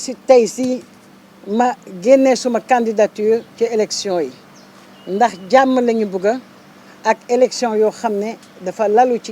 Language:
Wolof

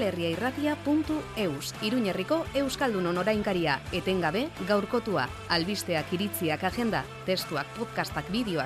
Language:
Basque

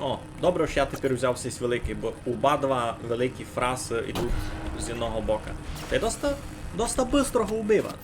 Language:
Rusyn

